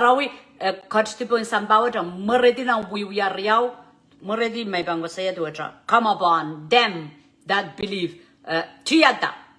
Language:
Pohnpeian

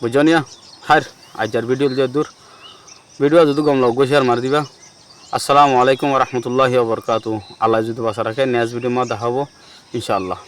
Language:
Rohingya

